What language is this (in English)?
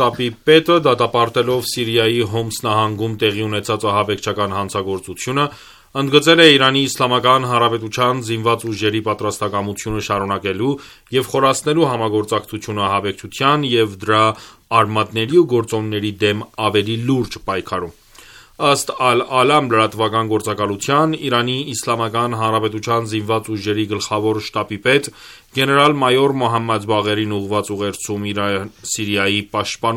Armenian